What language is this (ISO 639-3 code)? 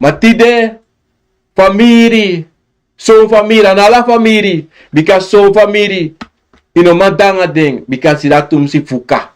srn